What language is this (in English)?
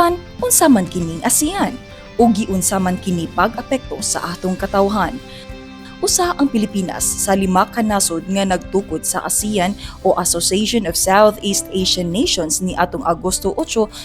Cebuano